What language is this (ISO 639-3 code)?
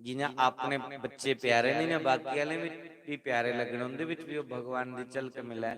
doi